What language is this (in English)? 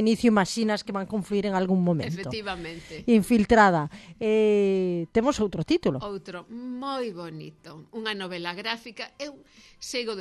Galician